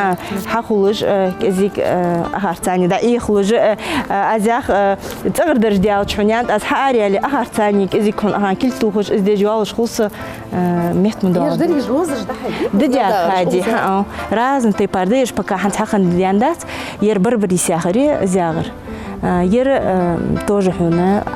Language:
Ingush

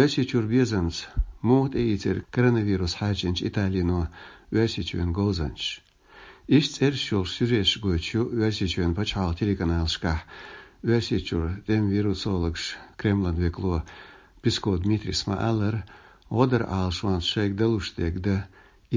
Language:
Chechen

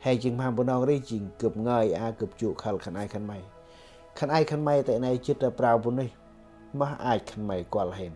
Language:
Central Mnong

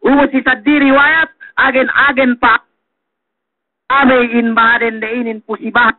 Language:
Yakan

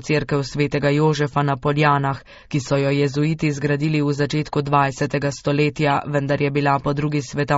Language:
Slovenian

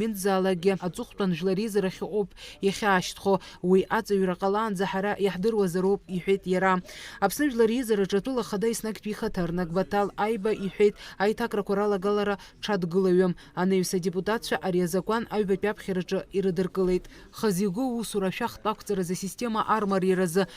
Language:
Abkhazian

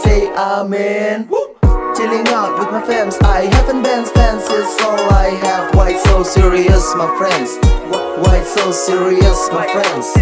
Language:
Manado Malay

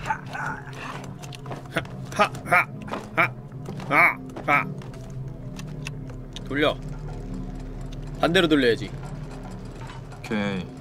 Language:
Korean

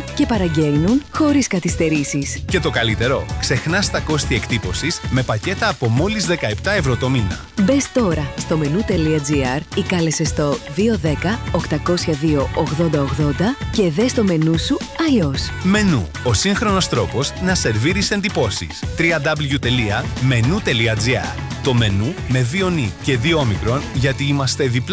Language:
Greek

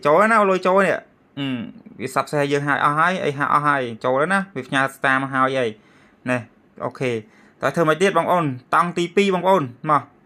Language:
Khmer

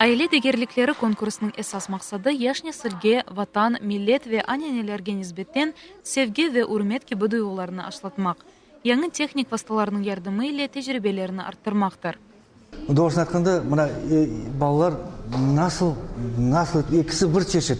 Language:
Crimean Tatar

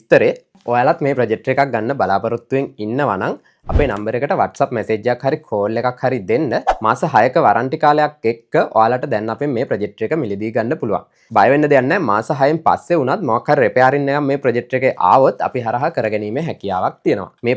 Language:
Sinhala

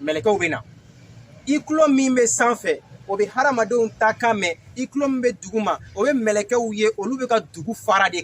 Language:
Bambara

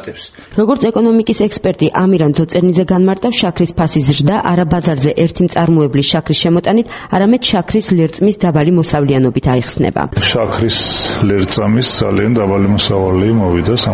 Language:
Georgian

